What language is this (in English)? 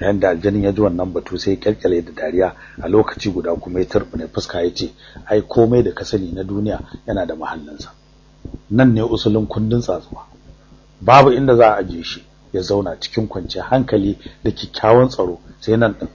Hausa